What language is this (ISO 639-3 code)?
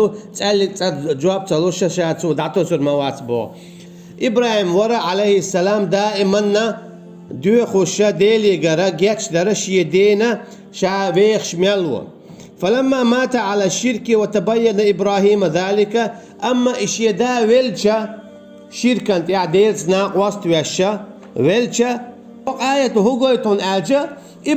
che